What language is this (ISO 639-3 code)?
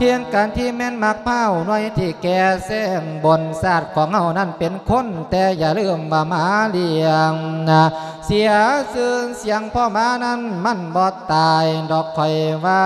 lao